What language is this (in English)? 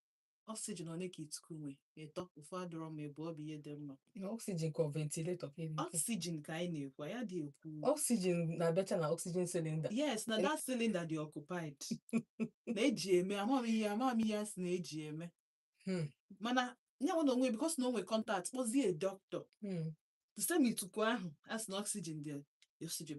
Igbo